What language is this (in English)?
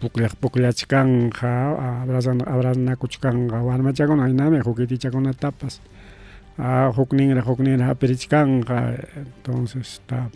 Ayacucho Quechua